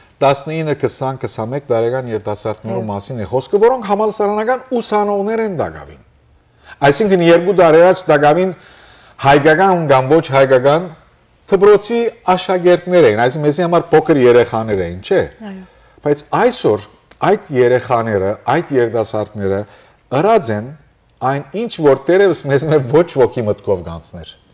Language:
Western Armenian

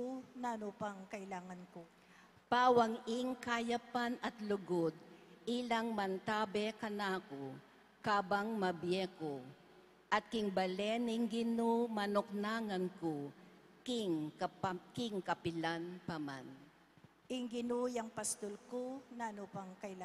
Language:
Pampanga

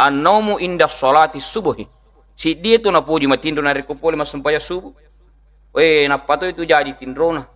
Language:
Buginese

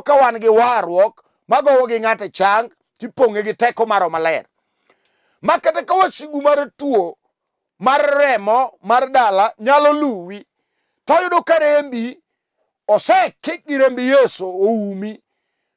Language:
Luo (Kenya and Tanzania)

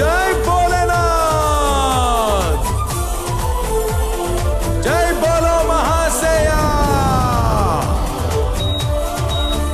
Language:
Telugu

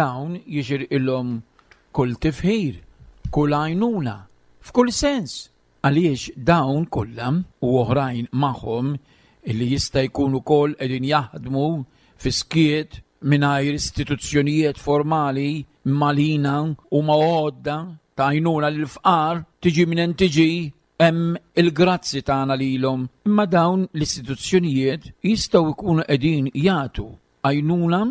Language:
Maltese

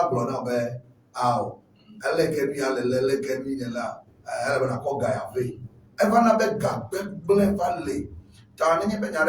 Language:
Ewe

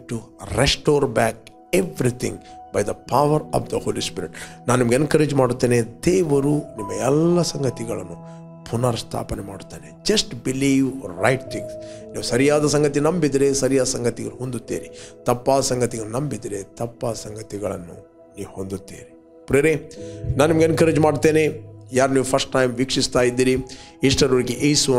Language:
Kannada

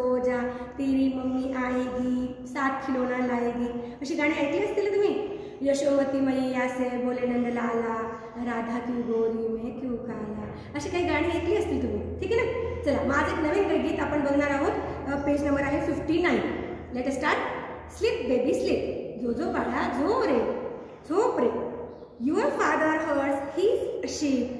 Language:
Marathi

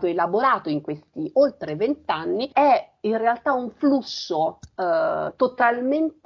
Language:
Italian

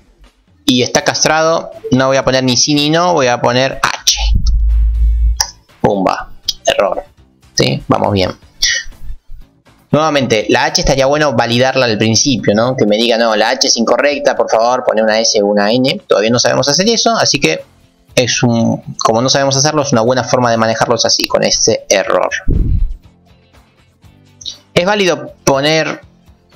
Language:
Spanish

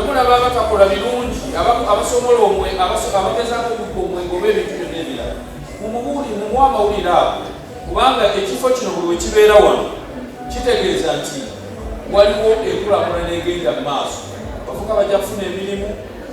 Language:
Ganda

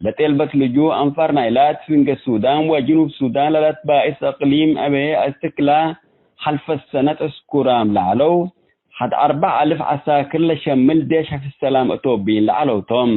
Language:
Tigre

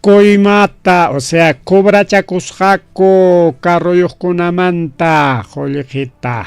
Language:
Ayacucho Quechua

